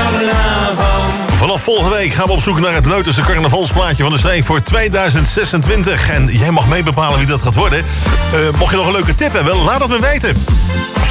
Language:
Dutch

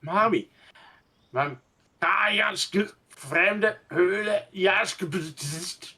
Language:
Swiss German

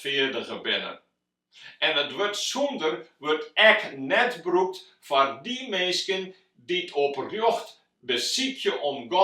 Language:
Western Frisian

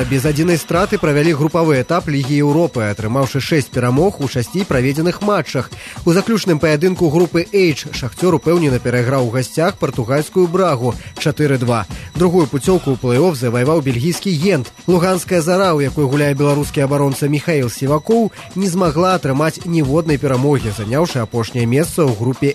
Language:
Belarusian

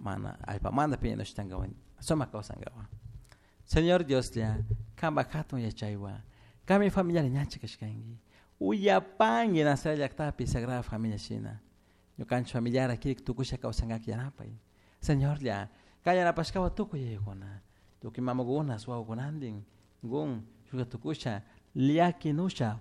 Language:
Chimborazo Highland Quichua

